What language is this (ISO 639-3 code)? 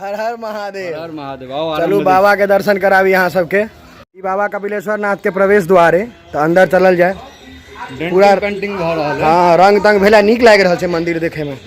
mai